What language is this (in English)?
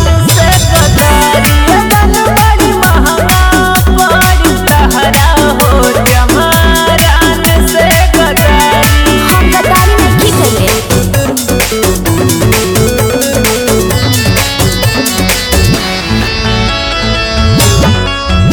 Bhojpuri